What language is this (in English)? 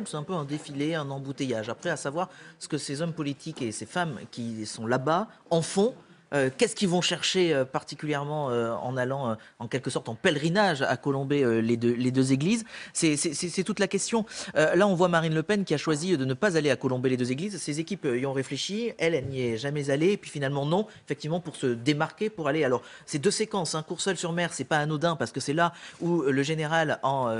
French